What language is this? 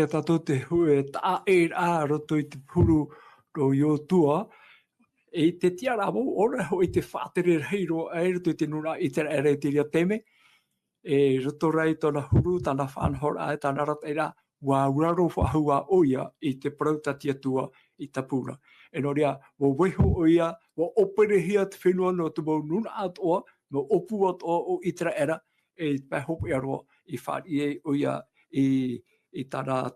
Tahitian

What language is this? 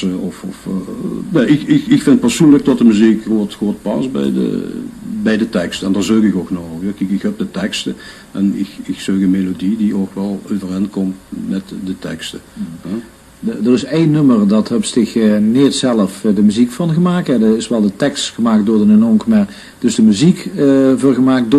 Limburgish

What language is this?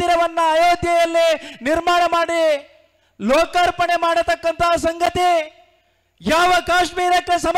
Kannada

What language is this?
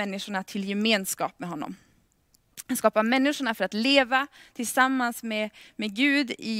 Swedish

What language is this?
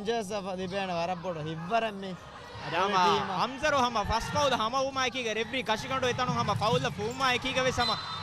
Divehi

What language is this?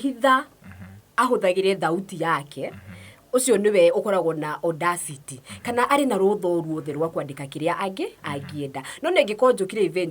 Kikuyu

